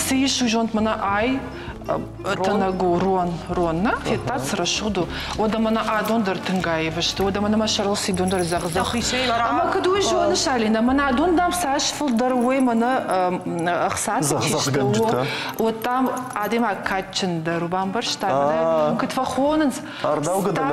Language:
Ossetic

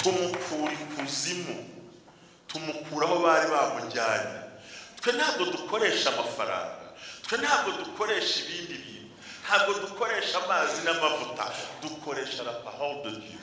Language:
Kinyarwanda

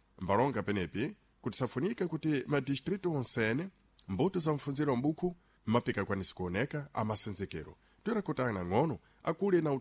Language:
Sena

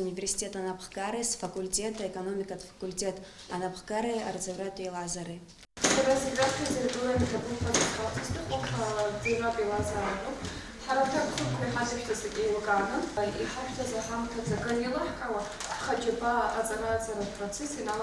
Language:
Abkhazian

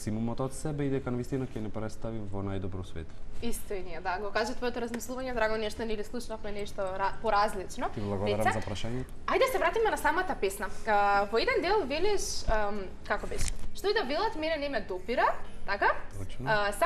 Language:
Macedonian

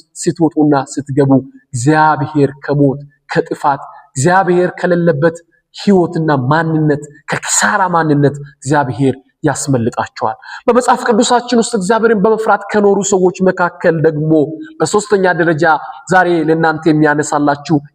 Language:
Amharic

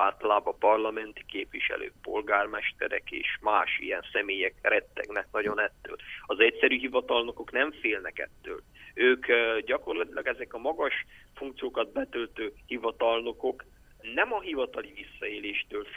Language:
Hungarian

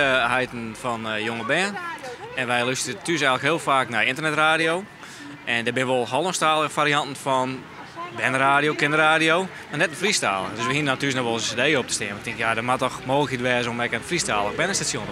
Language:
Western Frisian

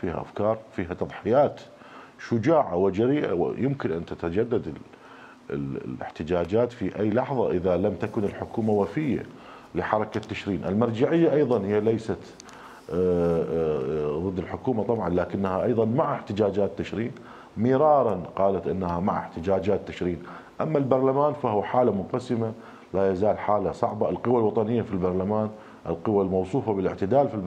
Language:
Mesopotamian Arabic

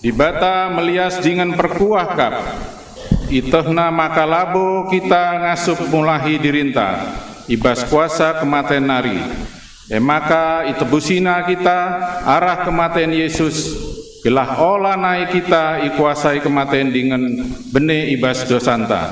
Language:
Batak Karo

